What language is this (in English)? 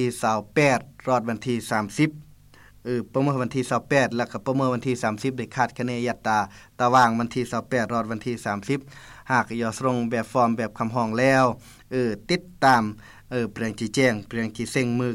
Lao